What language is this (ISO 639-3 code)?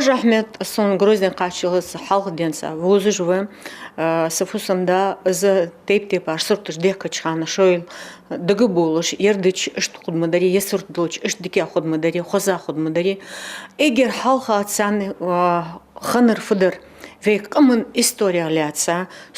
inh